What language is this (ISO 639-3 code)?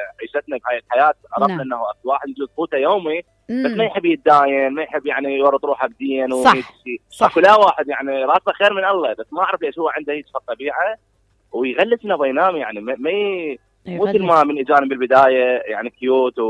acm